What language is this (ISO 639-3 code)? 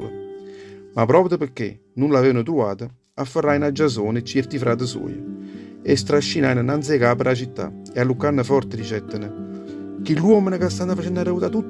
nap